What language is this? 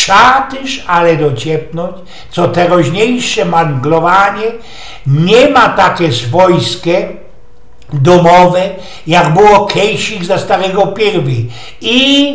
Silesian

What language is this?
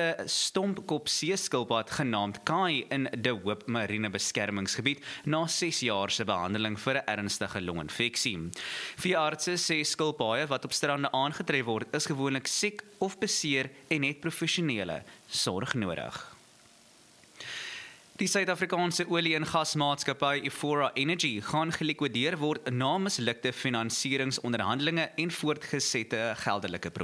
Afrikaans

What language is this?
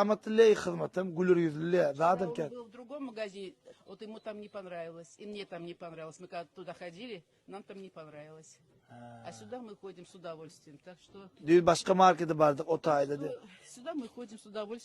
Turkmen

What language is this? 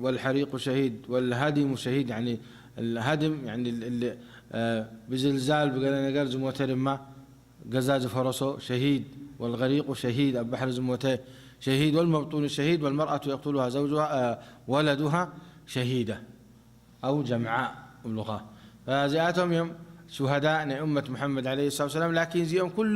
Tigrinya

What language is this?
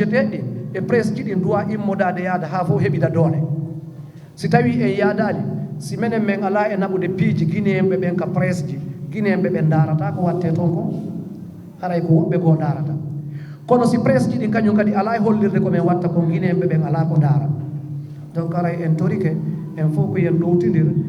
Fula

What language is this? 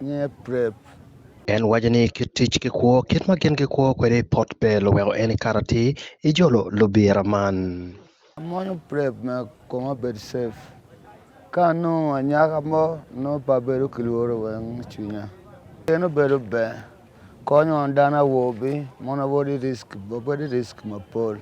Acoli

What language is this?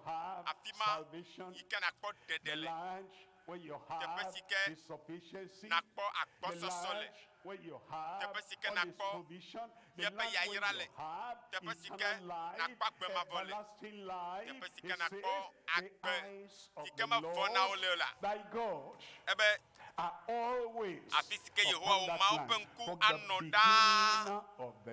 Ewe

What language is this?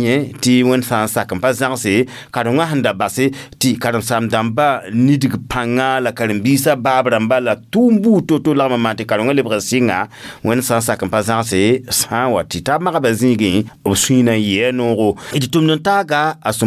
Mossi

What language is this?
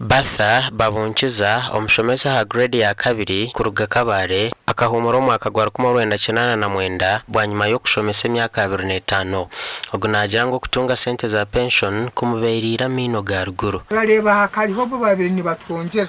Nyankole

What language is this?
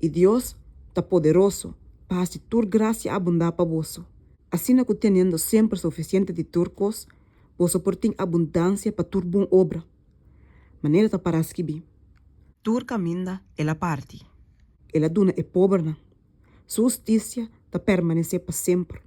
Papiamento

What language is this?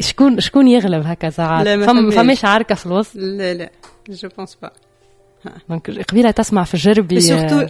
Tunisian Arabic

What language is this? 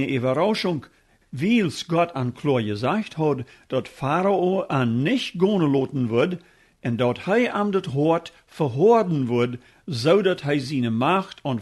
Plautdietsch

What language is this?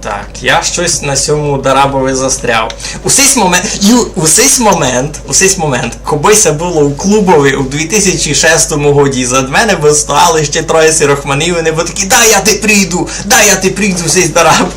Rusyn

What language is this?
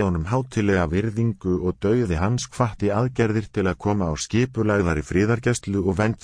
Icelandic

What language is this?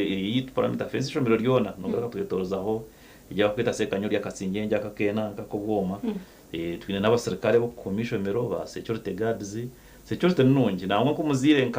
Nyankole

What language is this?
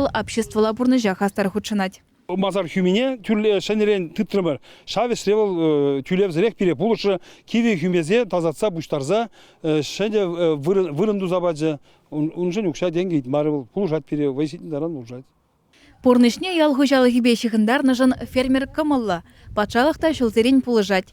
Chuvash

